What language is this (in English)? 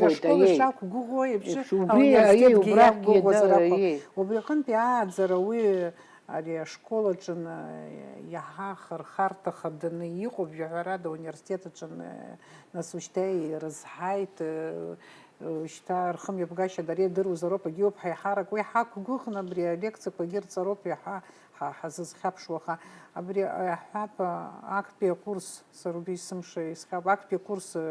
Abkhazian